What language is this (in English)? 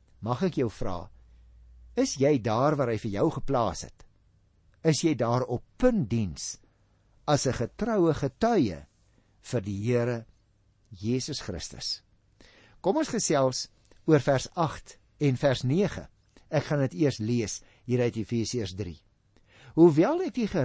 Afrikaans